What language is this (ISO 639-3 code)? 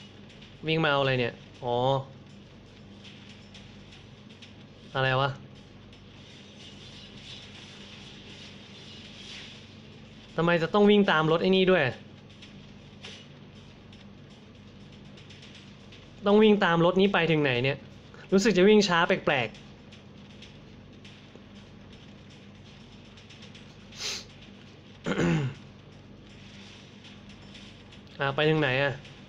tha